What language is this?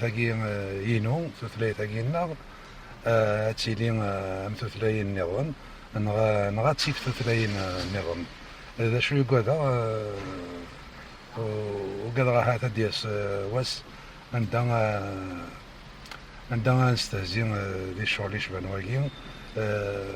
Kabyle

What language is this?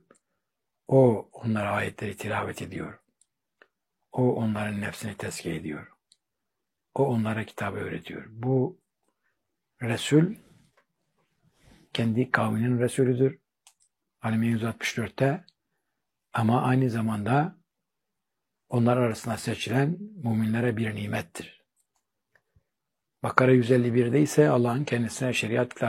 Turkish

